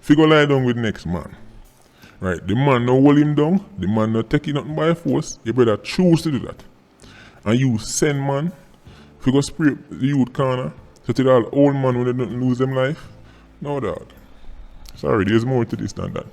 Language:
Jamaican Creole English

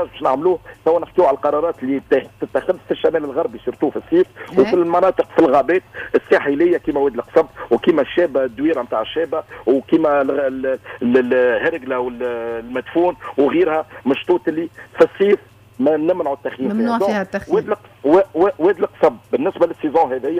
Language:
Tunisian Arabic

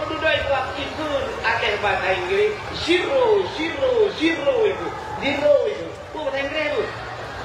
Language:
Achinese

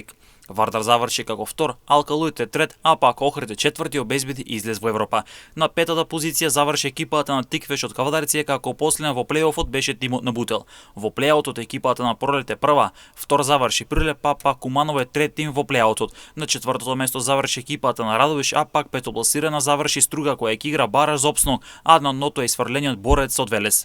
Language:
Macedonian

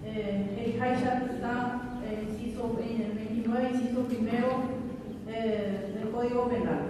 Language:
Guarani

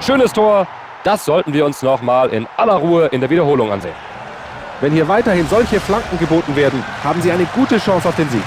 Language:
Bavarian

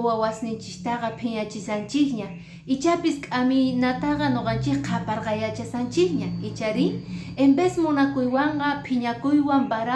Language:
Quechua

